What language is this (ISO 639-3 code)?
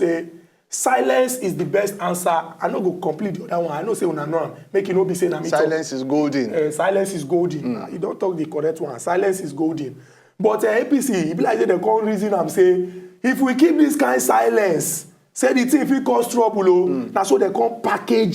pcm